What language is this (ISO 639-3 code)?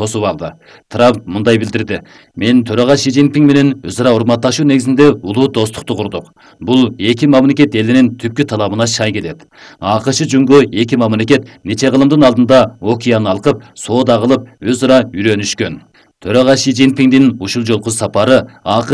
kir